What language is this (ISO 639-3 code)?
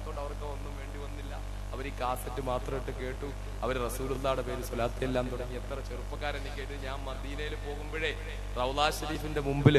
mal